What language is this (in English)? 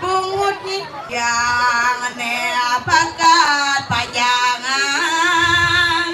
Balinese